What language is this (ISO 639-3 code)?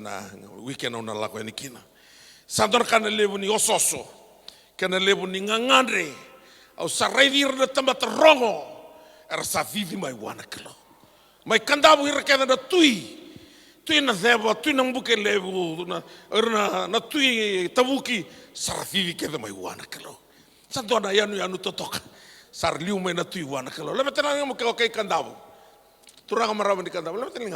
fij